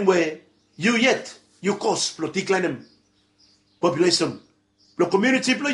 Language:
Bislama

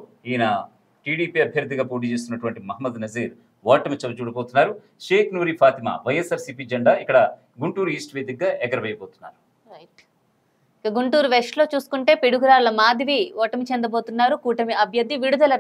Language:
Telugu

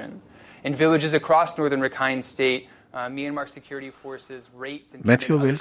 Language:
Urdu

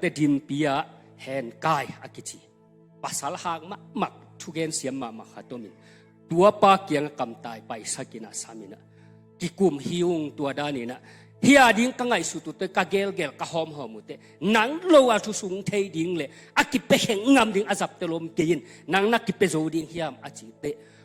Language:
Tedim Chin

